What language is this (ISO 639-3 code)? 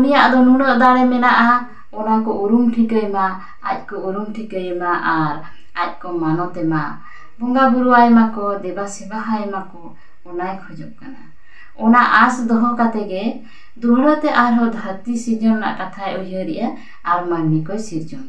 sat